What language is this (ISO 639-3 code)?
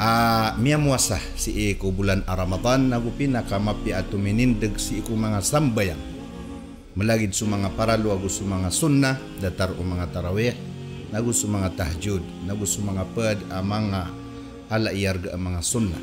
mrw